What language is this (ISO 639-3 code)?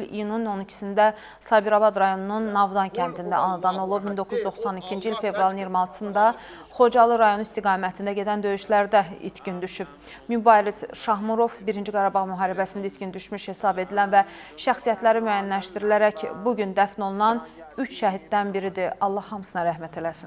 aze